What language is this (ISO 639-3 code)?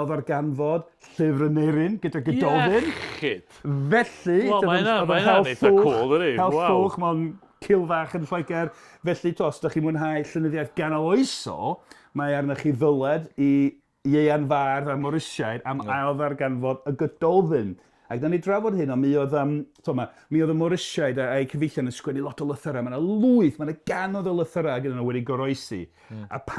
cym